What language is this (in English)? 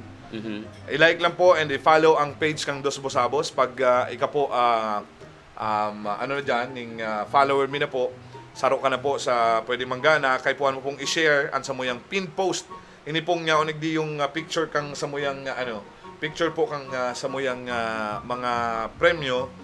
Bikol